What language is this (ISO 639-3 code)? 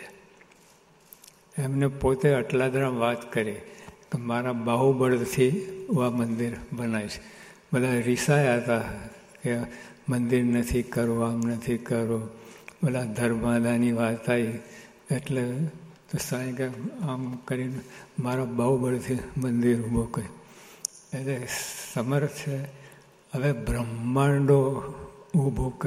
guj